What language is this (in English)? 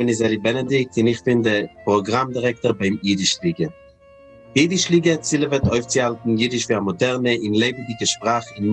Yiddish